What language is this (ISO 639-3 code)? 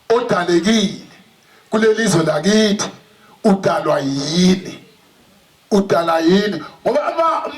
zul